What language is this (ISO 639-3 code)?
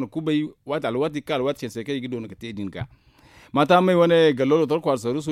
dje